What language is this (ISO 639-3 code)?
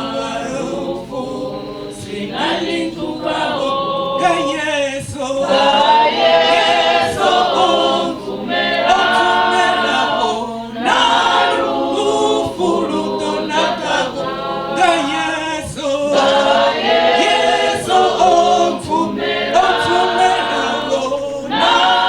ven